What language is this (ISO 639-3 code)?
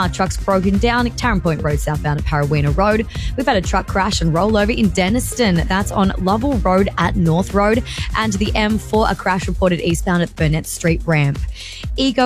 eng